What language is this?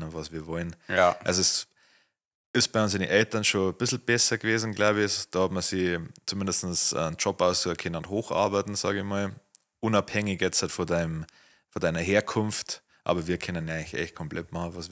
Bavarian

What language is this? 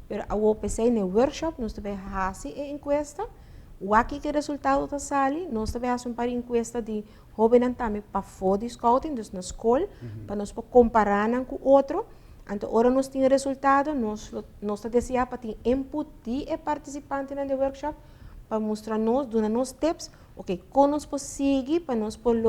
Papiamento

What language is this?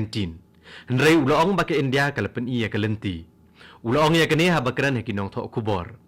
Khasi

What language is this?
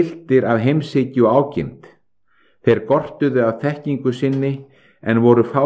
Icelandic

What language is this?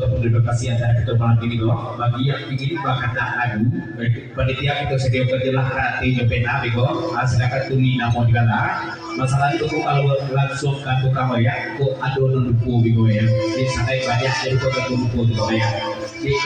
Minangkabau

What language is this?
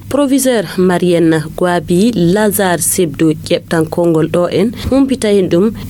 Fula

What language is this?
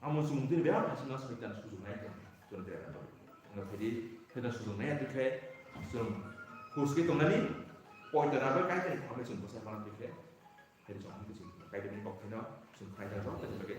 Kok Borok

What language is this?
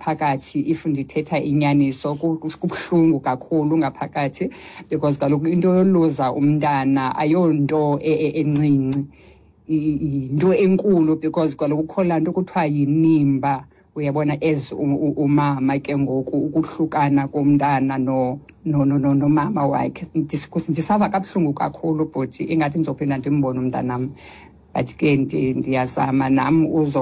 Xhosa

